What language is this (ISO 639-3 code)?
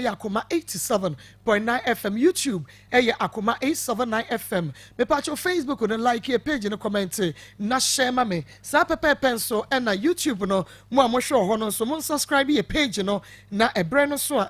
aka